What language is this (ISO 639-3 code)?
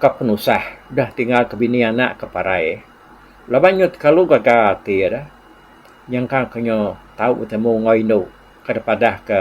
iba